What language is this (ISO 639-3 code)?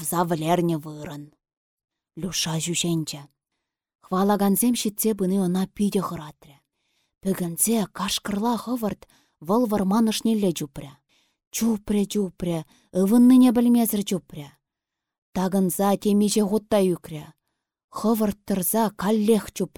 chv